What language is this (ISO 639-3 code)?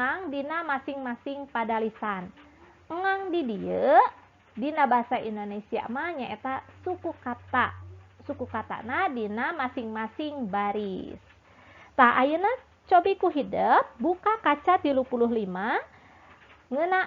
sun